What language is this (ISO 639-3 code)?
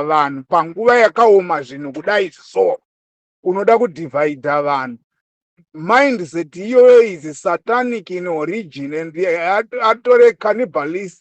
sna